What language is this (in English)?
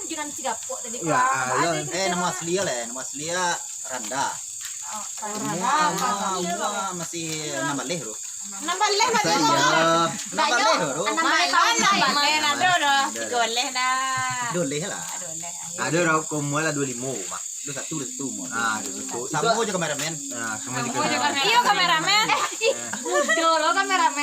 Minangkabau